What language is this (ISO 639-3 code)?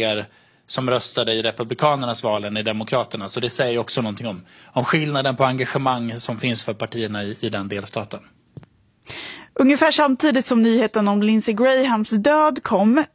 swe